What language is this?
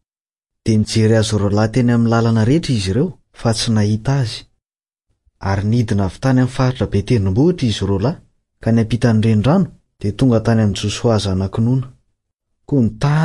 Malagasy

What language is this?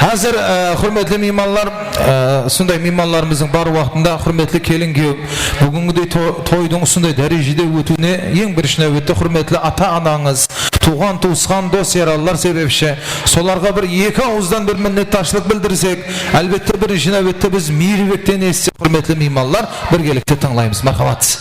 Kara-Kalpak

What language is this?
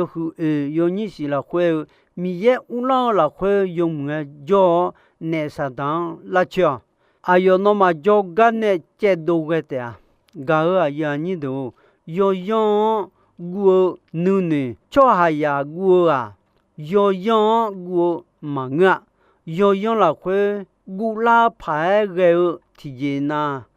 Akha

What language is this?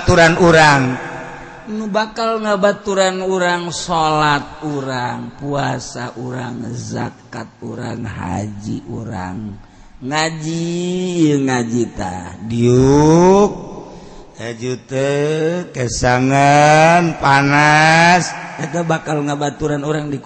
Sundanese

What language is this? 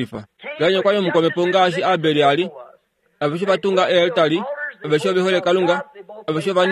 Kuanyama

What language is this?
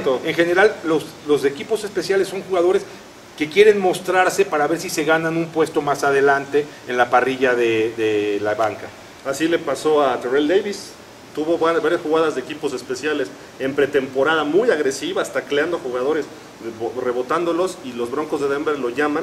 Spanish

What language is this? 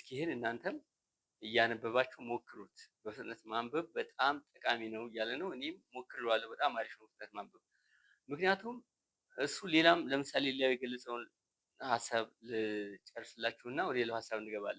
Amharic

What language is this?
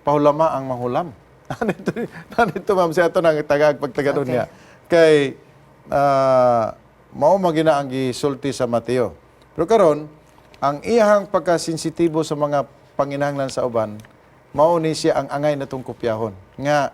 Cebuano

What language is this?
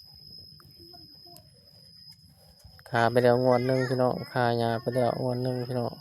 Lao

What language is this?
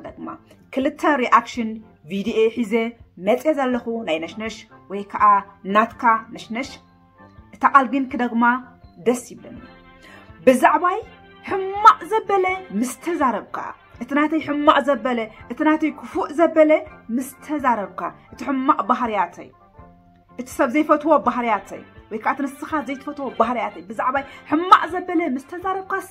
Tigrinya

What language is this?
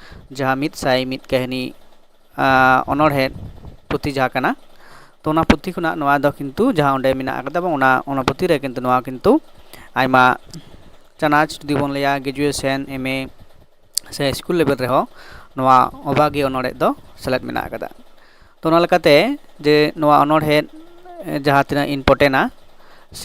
Santali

